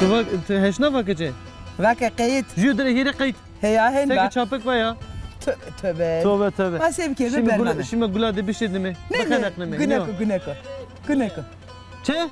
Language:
Zaza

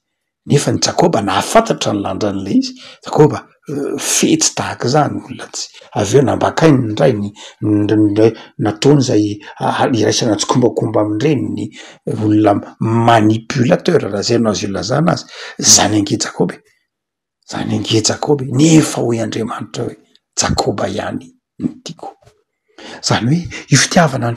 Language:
Malagasy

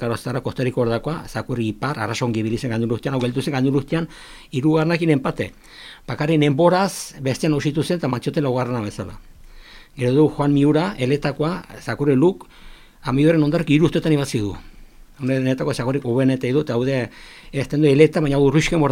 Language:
Basque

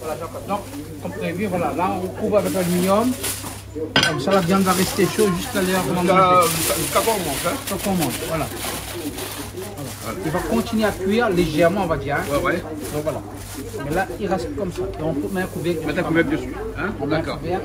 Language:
Réunion Creole French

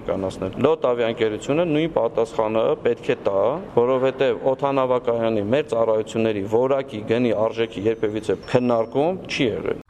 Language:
Armenian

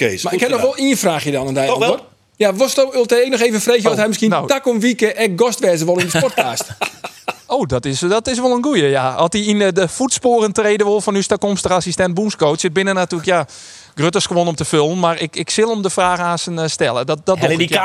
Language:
Western Frisian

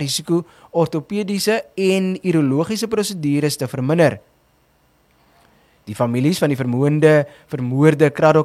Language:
Afrikaans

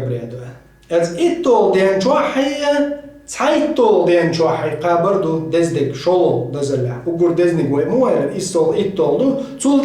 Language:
Chechen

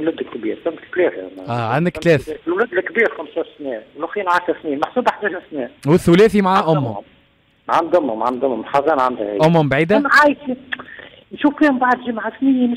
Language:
Tunisian Arabic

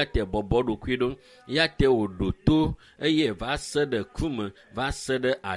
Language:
Ewe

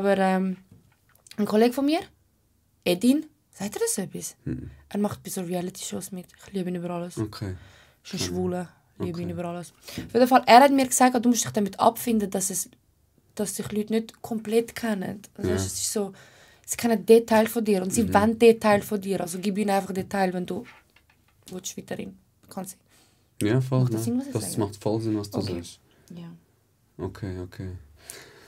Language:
Swiss German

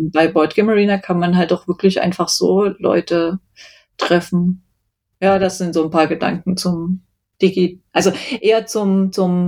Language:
German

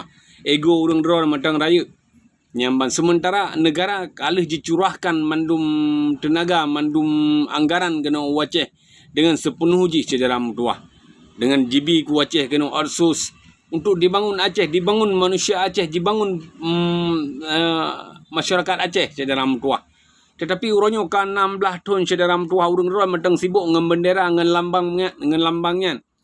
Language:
Achinese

